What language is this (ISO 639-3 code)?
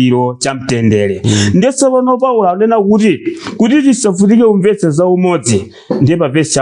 nya